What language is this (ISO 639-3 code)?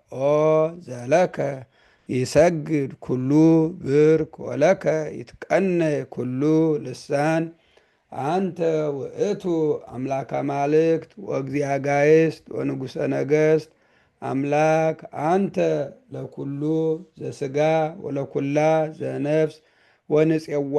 gez